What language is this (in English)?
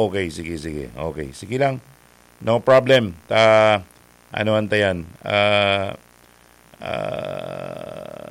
Bikol